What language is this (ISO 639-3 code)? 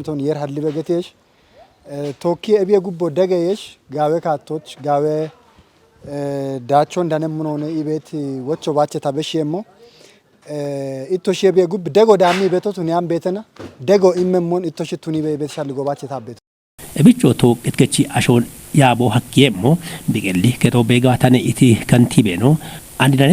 kbr